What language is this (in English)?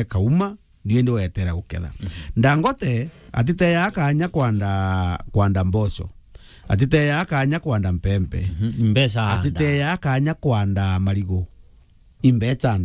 Meru